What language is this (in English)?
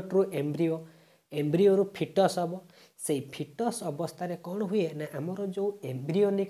Odia